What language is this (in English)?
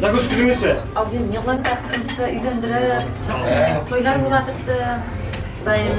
Kara-Kalpak